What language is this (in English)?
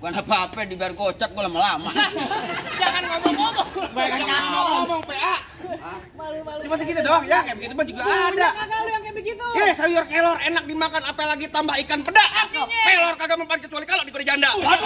Betawi